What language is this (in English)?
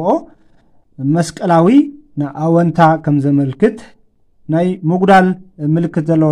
Tigrinya